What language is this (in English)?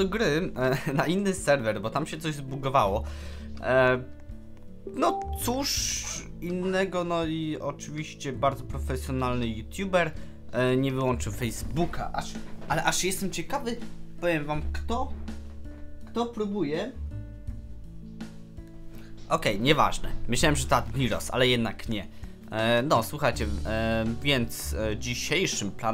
Polish